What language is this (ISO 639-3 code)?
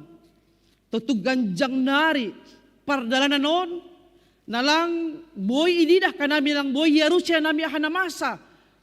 bts